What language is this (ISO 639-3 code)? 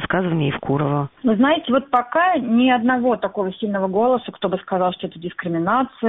rus